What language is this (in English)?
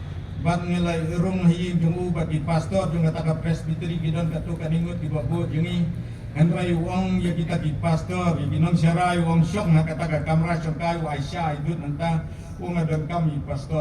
Khasi